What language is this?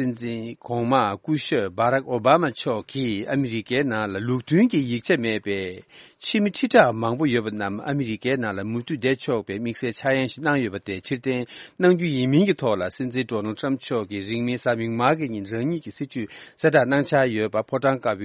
Tibetan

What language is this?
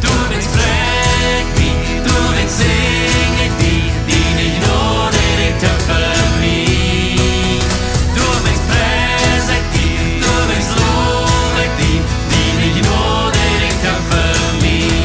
Plautdietsch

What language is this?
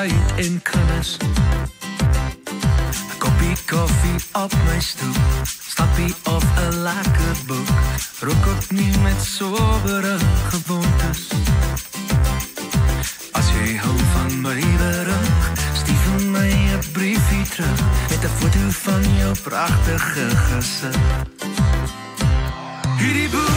Afrikaans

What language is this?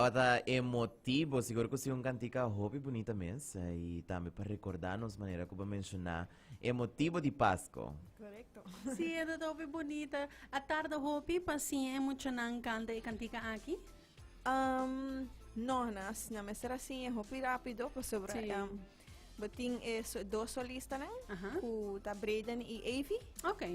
Papiamento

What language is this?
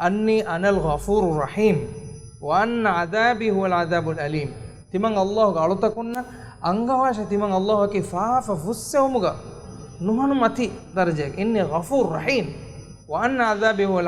Divehi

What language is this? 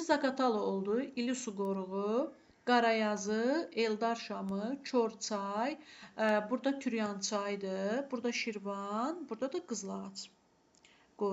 Azerbaijani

